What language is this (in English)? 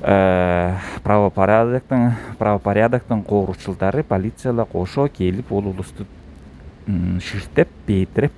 Southern Altai